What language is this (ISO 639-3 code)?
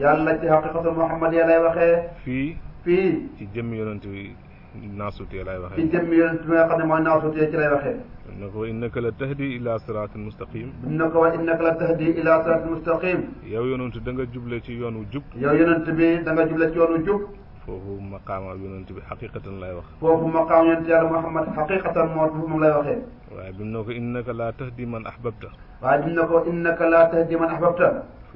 wol